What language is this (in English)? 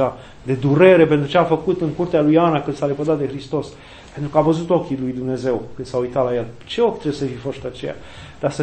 Romanian